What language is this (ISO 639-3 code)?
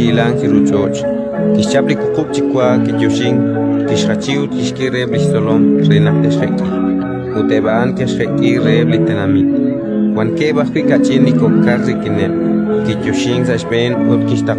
kek